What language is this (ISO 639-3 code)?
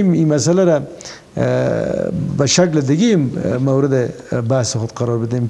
fas